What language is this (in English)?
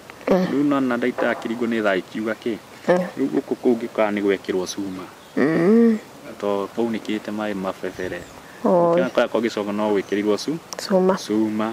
Kikuyu